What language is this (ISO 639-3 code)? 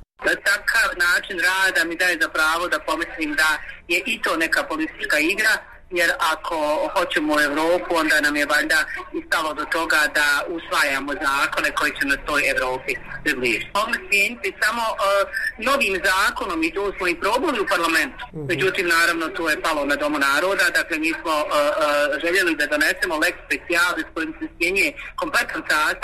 bos